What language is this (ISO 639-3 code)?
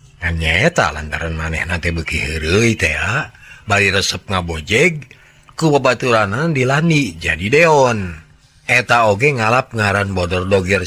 sun